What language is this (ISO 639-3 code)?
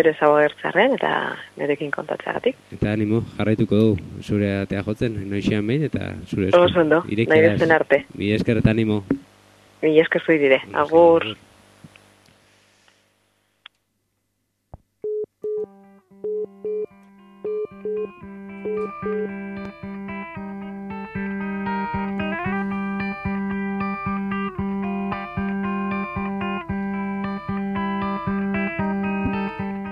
eus